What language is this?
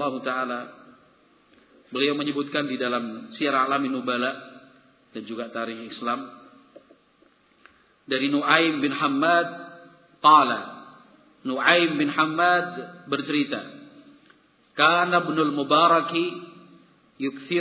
Indonesian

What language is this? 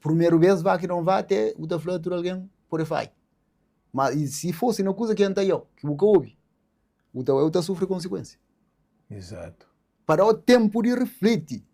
Kabuverdianu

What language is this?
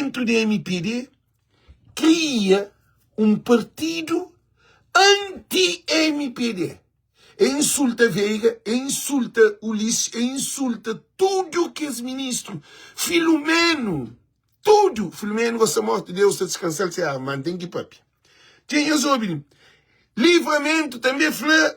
Kabuverdianu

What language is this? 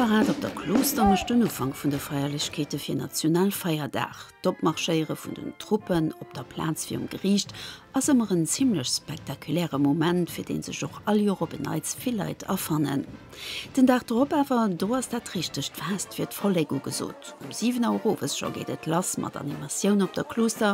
Luxembourgish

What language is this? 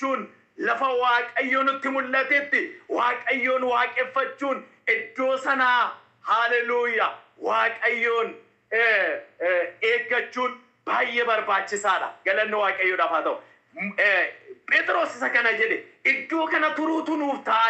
Oromo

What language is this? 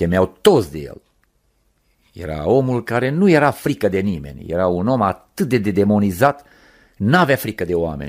Romanian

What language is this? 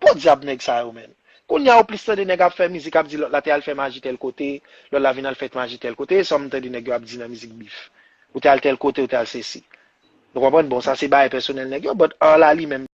Haitian Creole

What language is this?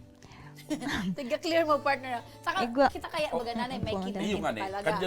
Bikol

